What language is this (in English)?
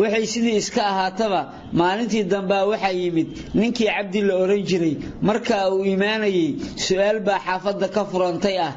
Somali